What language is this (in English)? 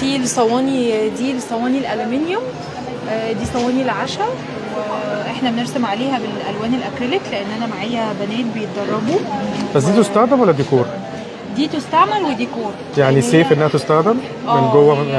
Egyptian Arabic